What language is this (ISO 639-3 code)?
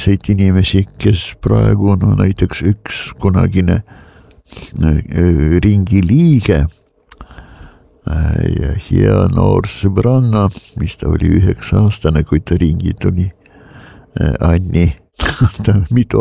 est